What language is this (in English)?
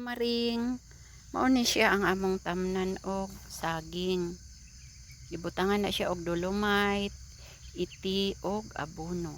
Cebuano